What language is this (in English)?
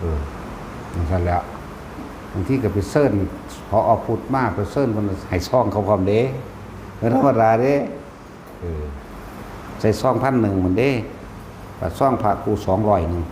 Northeastern Thai